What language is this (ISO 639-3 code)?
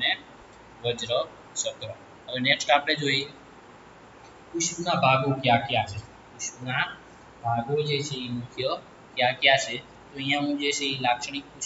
guj